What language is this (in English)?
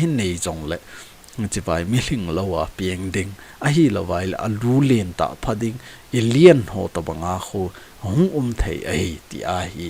Thado Chin